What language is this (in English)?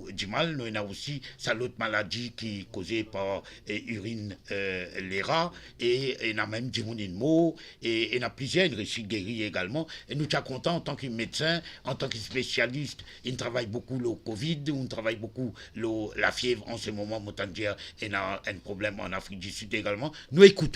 Morisyen